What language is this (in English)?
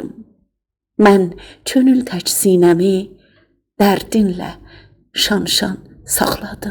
South Azerbaijani